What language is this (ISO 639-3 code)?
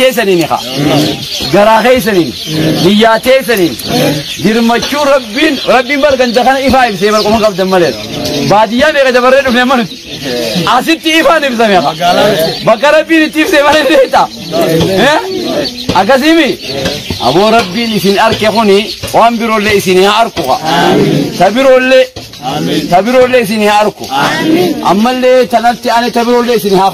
orm